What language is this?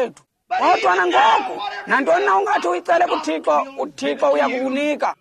Xhosa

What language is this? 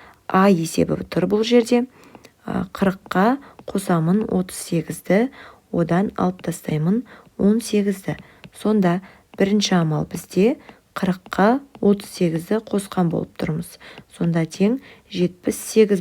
Kazakh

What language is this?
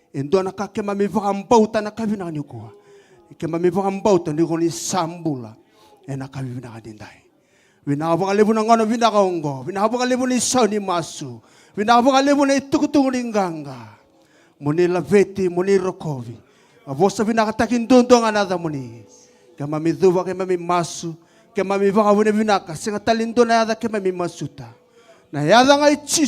Fijian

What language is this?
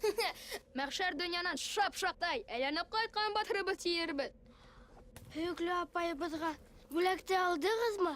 Bashkir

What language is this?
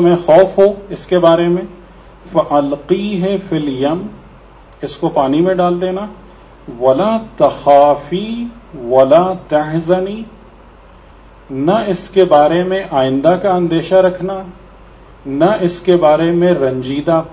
Urdu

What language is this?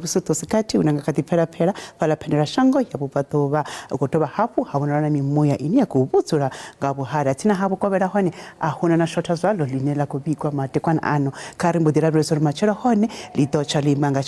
Venda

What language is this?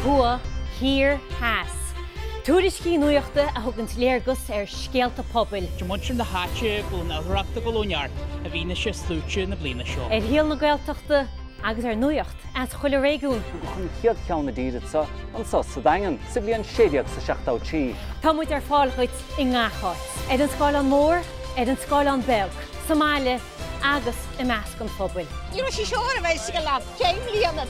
Irish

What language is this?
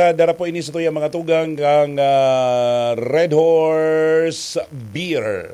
Bikol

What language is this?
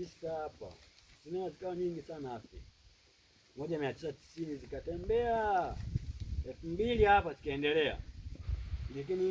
Swahili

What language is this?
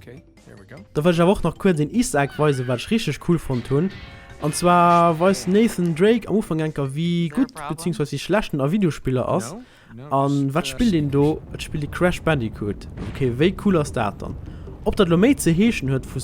Luxembourgish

